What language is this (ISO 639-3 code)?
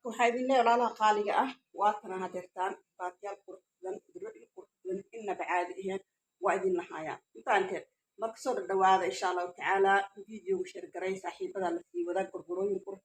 som